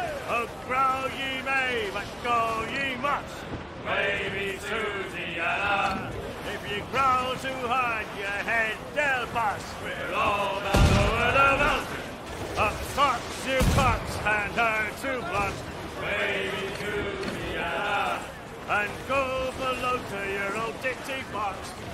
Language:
English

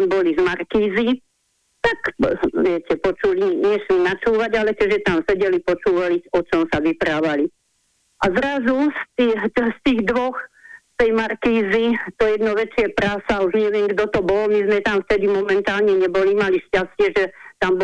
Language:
Slovak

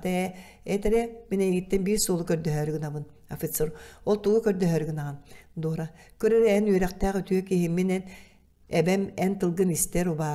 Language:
Yakut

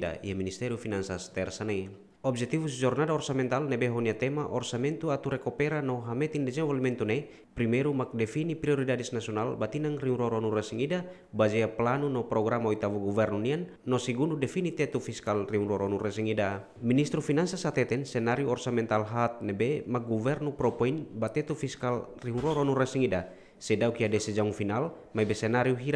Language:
Tetum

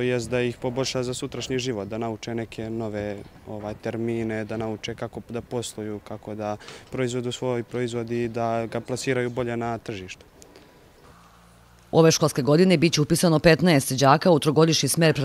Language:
Serbian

